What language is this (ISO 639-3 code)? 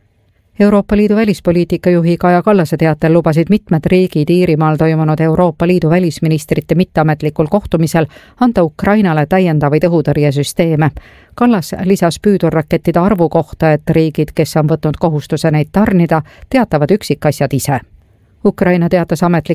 est